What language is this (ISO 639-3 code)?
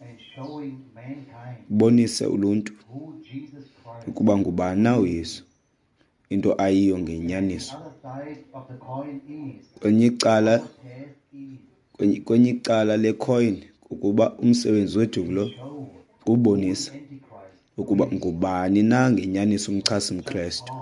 xho